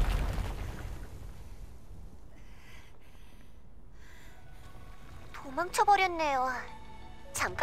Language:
Korean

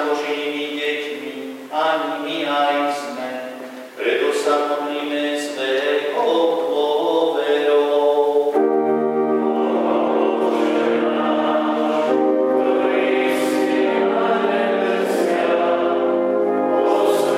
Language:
Slovak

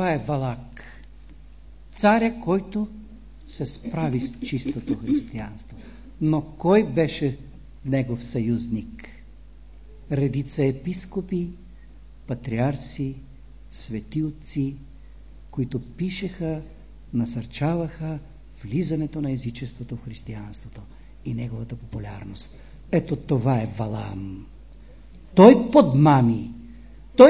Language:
Bulgarian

